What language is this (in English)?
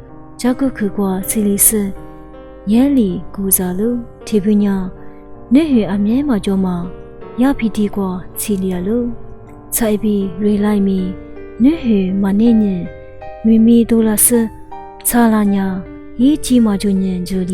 Lisu